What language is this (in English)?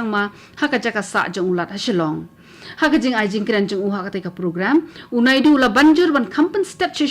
Khasi